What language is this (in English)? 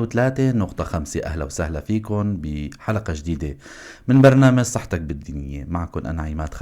North Levantine Arabic